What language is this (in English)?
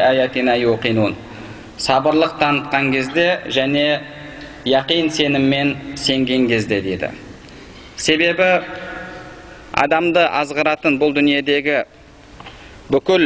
Kazakh